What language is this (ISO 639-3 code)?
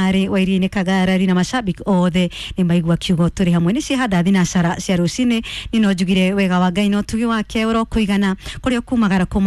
kik